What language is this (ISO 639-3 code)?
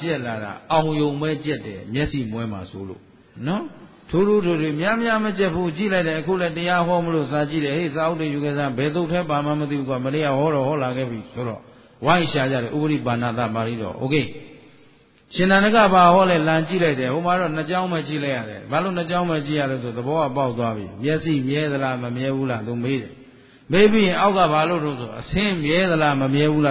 mya